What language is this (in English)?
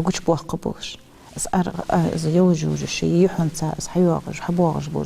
Ingush